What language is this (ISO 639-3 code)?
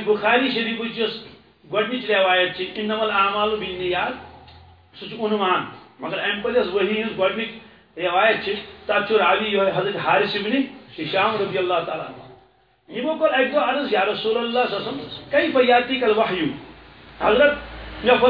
kas